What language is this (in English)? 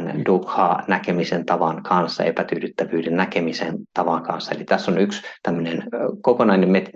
Finnish